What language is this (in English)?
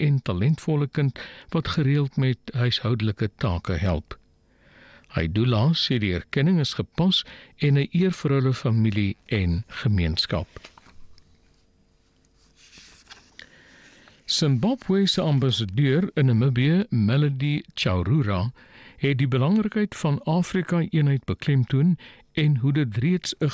Afrikaans